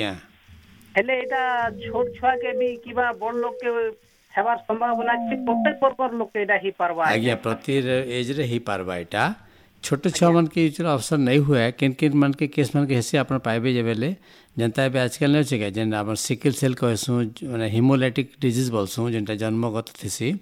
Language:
Odia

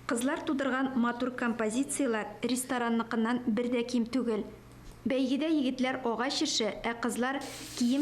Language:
Tatar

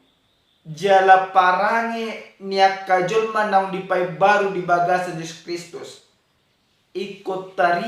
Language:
Batak Toba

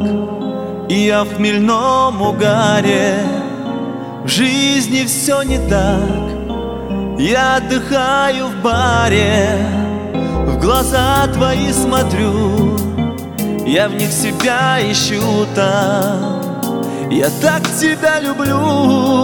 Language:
Russian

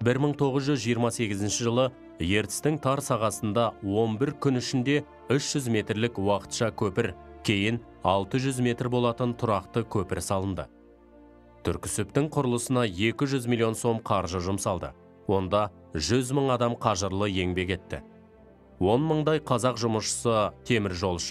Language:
Kazakh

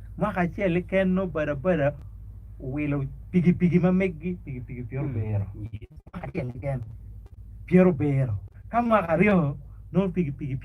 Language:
Acoli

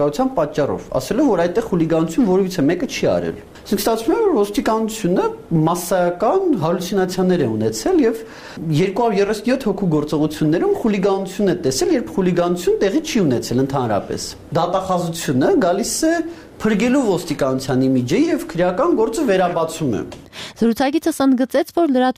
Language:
Armenian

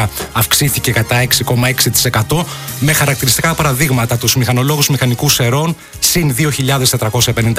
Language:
Greek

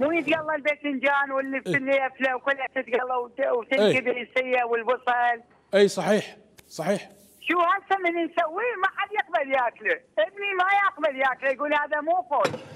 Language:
Mesopotamian Arabic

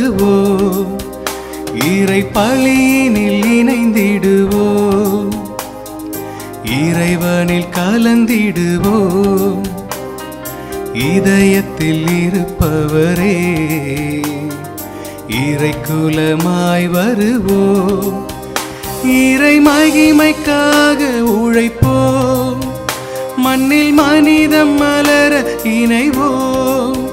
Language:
Tamil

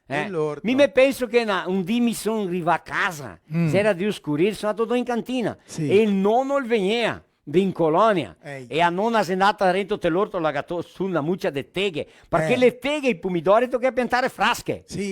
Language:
Venetian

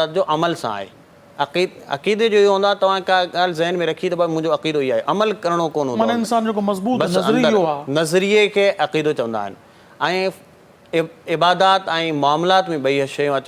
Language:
Sindhi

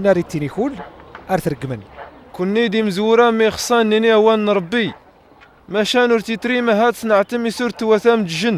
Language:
Kabyle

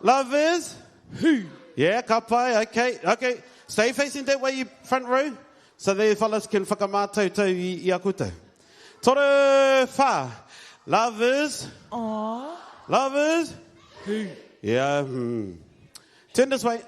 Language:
Māori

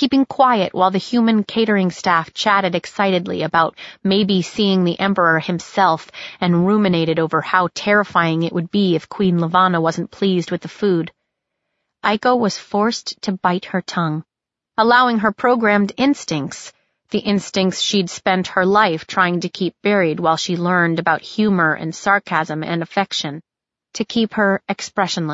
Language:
English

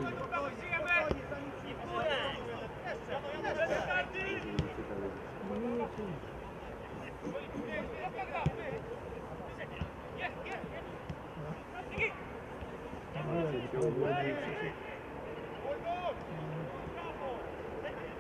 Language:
Polish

